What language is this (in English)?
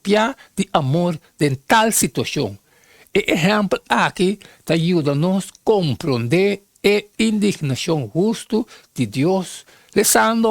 Papiamento